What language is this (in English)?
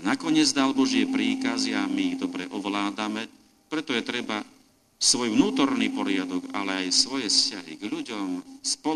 Slovak